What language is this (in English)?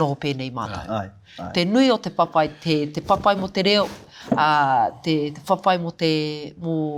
Māori